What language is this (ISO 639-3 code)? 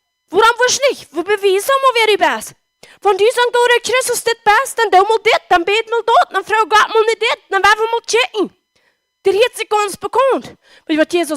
pdt